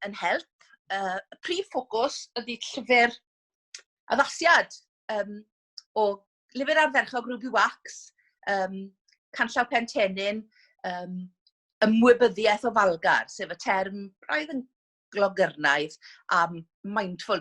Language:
Welsh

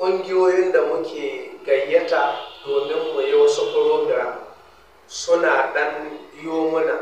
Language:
Hausa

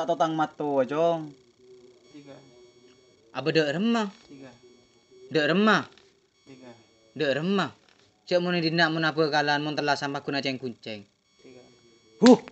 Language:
Madurese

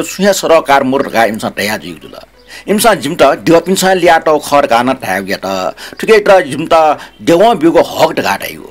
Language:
Newari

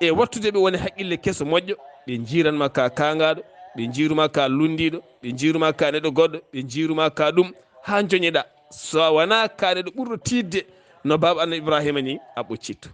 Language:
Fula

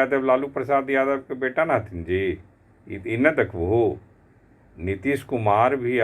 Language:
Magahi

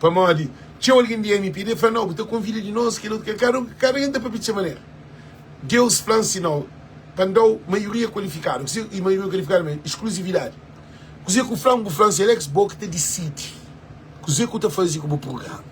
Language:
Kabuverdianu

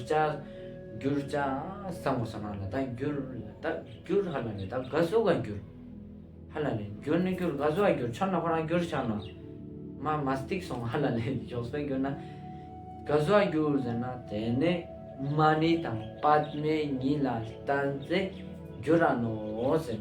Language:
Ladakhi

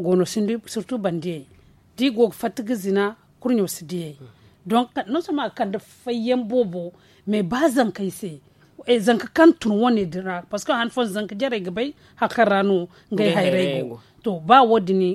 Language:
Zarma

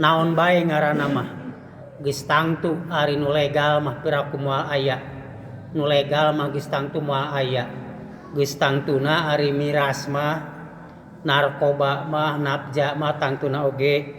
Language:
Sundanese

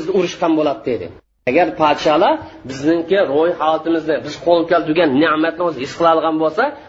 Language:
Uyghur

